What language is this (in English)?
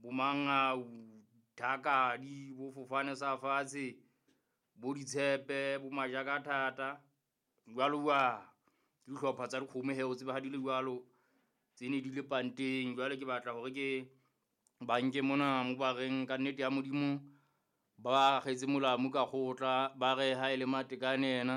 Southern Sotho